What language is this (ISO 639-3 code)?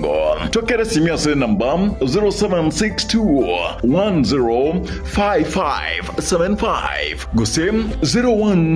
guz